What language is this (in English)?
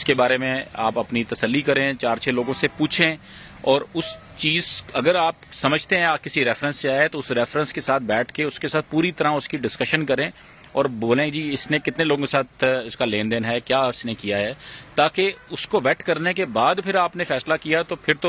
Urdu